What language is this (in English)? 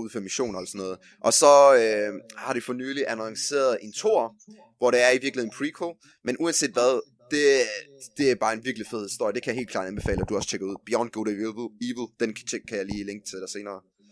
Danish